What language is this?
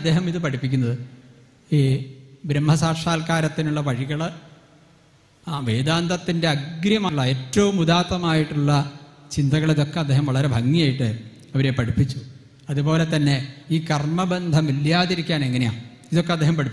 Malayalam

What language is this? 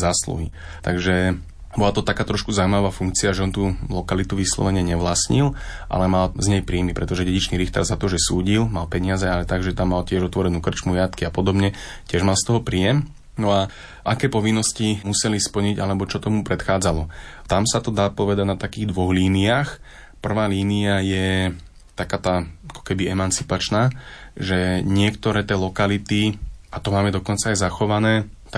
Slovak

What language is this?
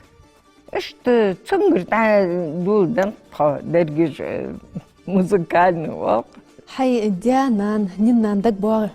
Ingush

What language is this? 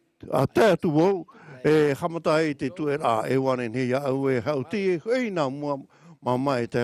Tahitian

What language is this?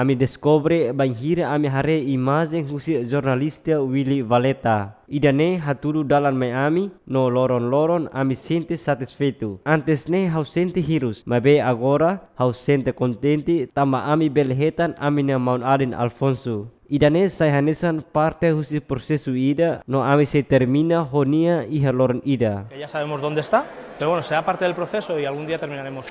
Tetum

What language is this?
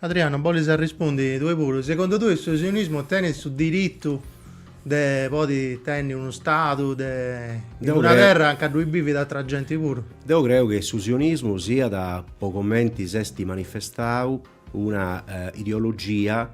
Sardinian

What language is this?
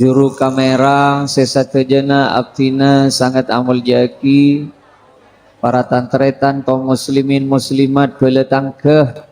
Madurese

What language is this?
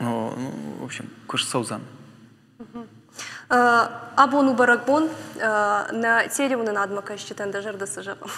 Ossetic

